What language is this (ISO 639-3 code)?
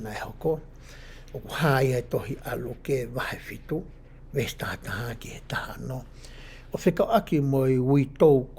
ton